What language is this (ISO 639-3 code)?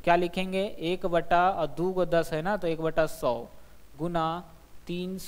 hin